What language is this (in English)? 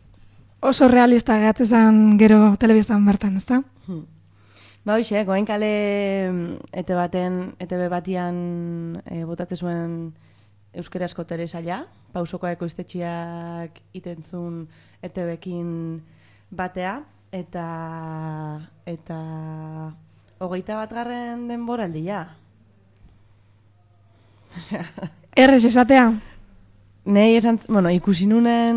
Basque